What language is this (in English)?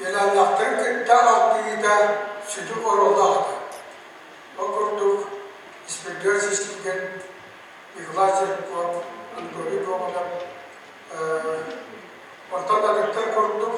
Yakut